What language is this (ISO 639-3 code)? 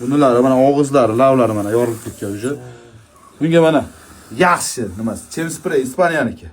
uzb